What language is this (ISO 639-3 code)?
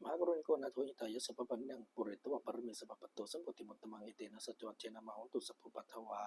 pli